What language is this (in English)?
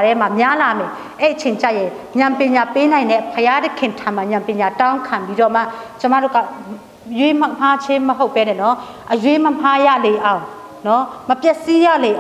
Burmese